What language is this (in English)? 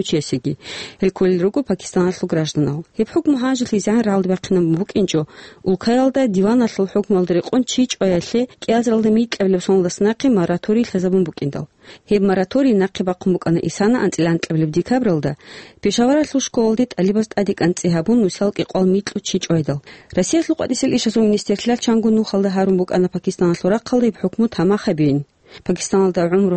Avaric